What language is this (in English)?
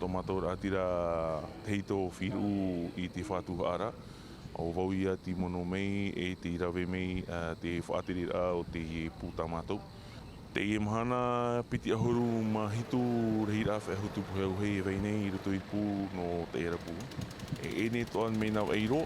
Tahitian